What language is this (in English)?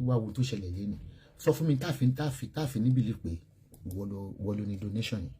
Yoruba